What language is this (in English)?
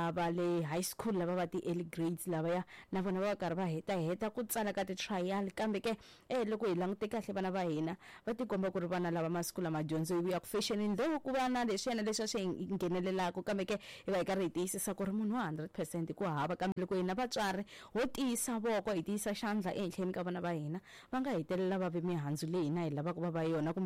Tsonga